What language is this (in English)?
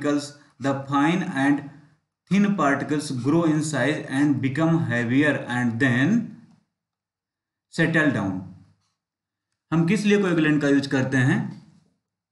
Hindi